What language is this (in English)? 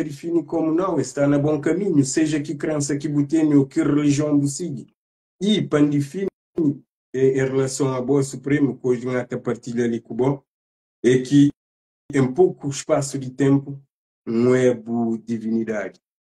Kabuverdianu